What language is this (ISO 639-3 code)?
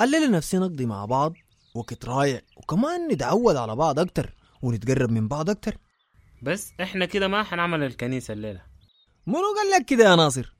apd